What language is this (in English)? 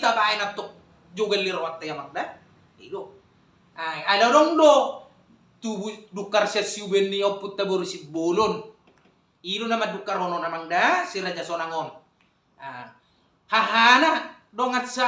Batak Toba